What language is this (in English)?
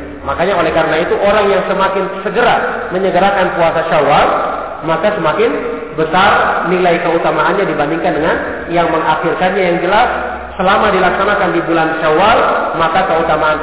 Indonesian